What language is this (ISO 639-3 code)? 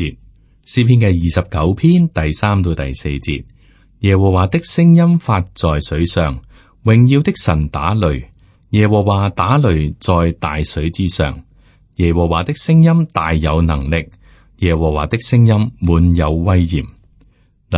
yue